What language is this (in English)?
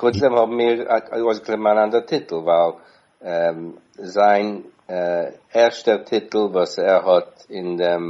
Yiddish